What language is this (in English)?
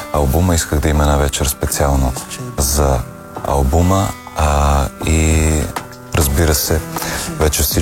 Bulgarian